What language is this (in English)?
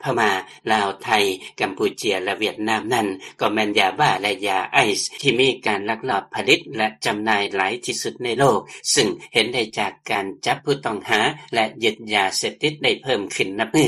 Lao